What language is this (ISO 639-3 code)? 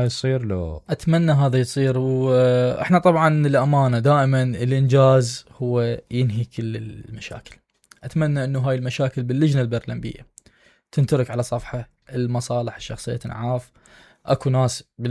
acm